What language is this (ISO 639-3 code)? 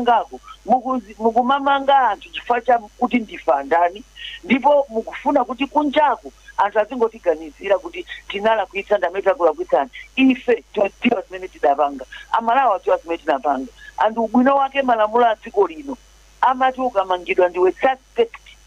nya